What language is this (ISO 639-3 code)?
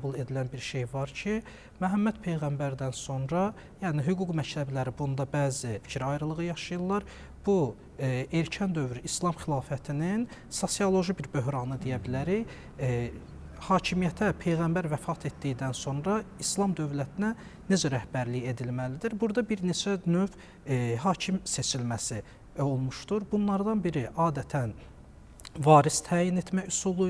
aze